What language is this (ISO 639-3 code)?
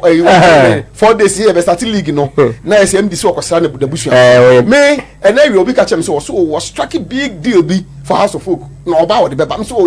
aka